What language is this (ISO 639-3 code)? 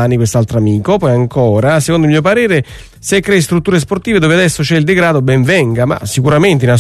ita